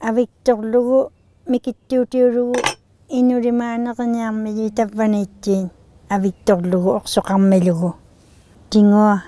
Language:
Inuktitut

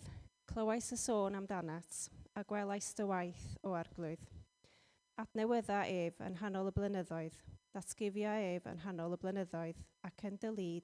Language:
Welsh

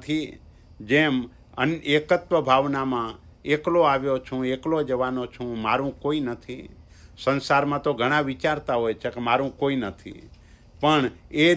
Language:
Gujarati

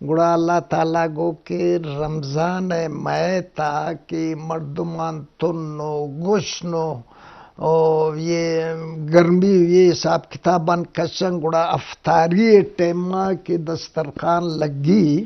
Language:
Eastern Balochi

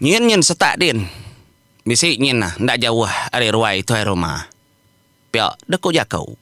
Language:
Iban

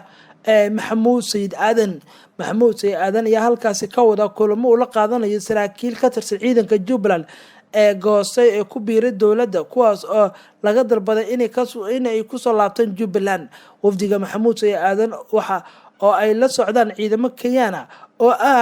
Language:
Somali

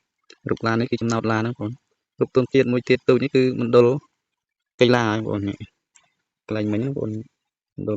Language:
Khmer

